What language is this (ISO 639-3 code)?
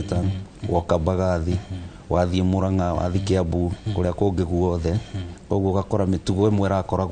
kik